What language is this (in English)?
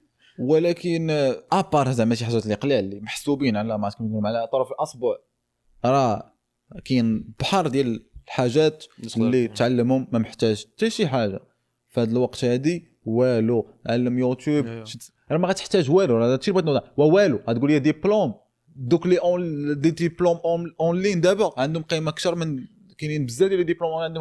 Moroccan Arabic